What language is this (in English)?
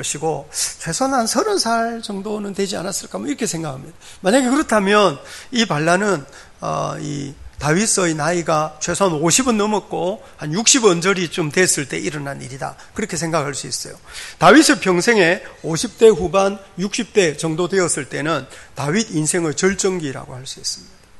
Korean